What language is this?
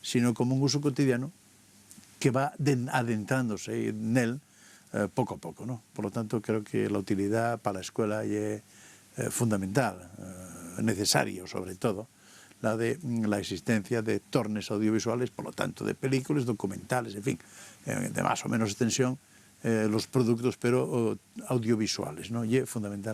Asturian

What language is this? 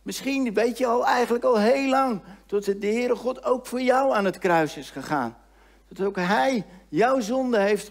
Dutch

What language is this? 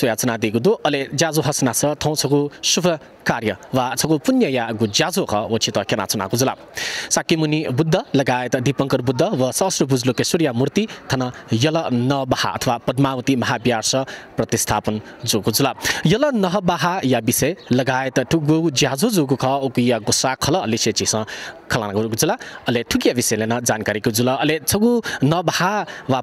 Newari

